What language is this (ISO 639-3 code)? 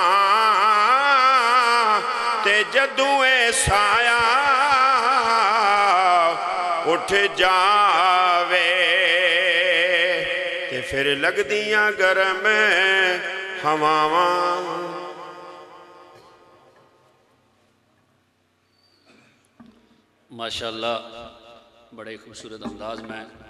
urd